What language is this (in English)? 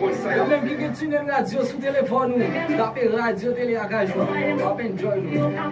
Haitian Creole